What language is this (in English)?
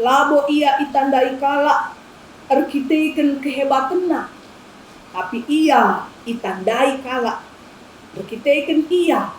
Batak Karo